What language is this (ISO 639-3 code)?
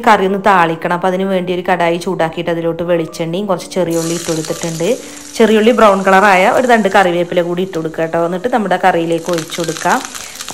mal